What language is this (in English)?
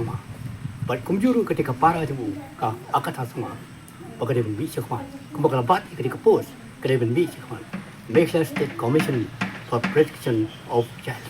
Khasi